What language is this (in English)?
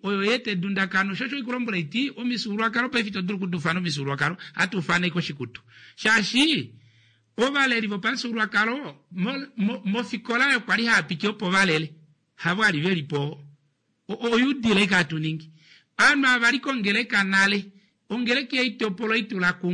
Kuanyama